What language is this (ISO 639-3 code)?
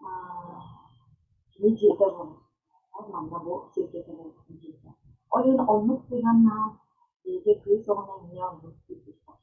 sah